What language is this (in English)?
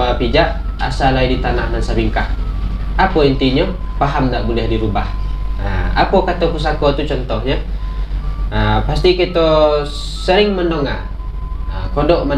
Minangkabau